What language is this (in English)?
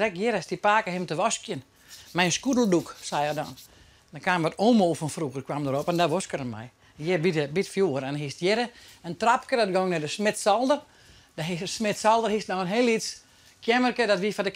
Western Frisian